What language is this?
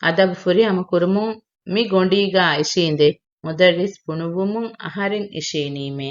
Divehi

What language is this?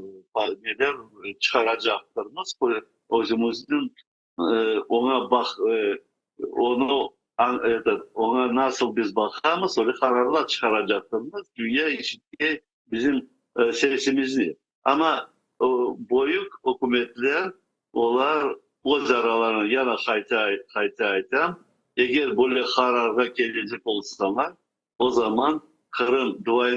Crimean Tatar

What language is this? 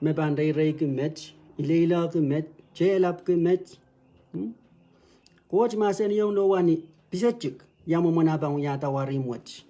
Pohnpeian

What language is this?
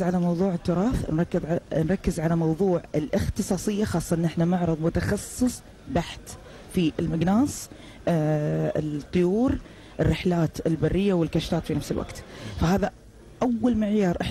Gulf Arabic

